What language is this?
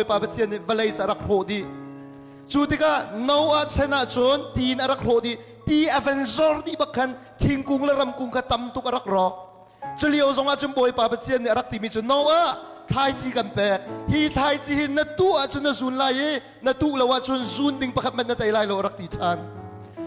Hakha Chin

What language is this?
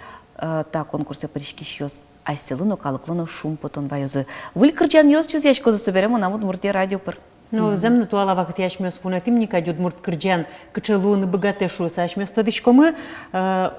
Udmurt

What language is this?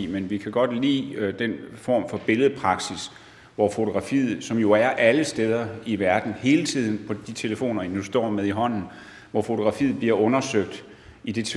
Danish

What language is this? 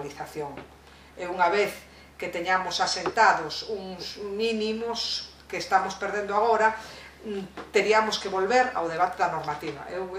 Galician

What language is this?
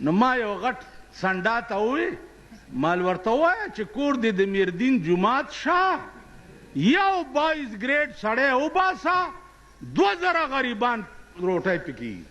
Pashto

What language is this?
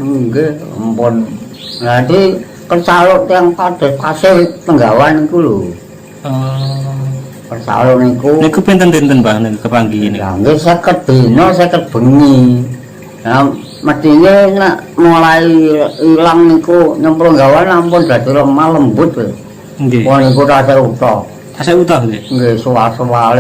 Javanese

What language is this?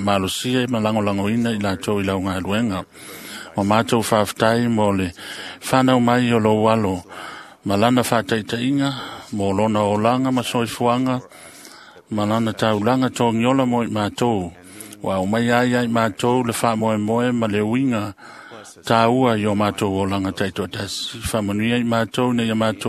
Samoan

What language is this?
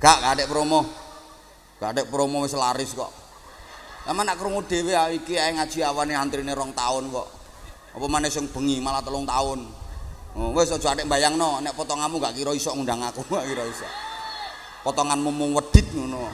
Javanese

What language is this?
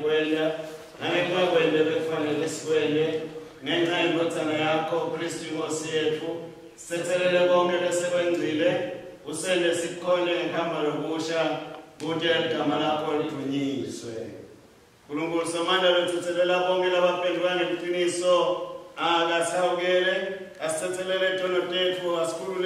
Swati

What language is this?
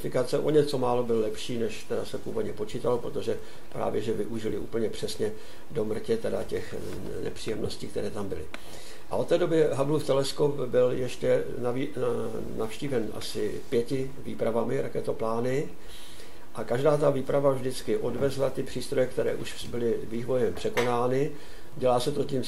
Czech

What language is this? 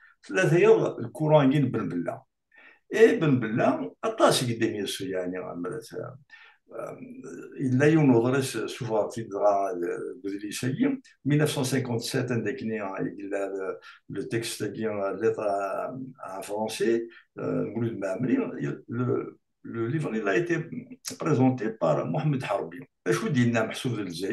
Kabyle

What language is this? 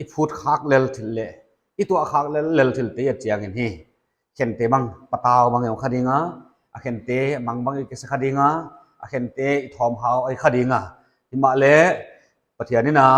Paite Chin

